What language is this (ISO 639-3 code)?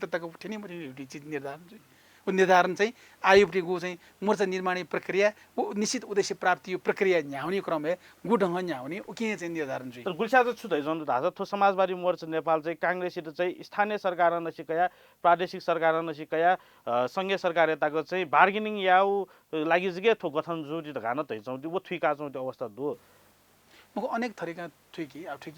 new